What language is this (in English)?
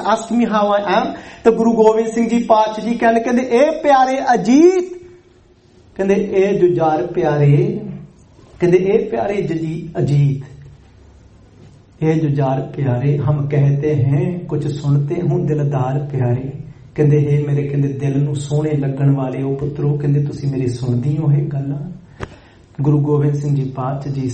Punjabi